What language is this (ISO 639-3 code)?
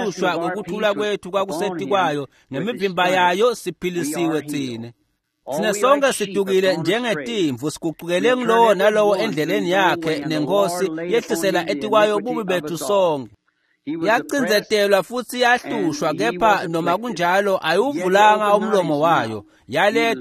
ssw